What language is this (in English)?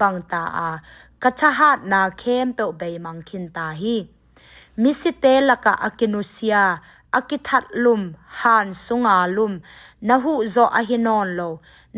Tedim Chin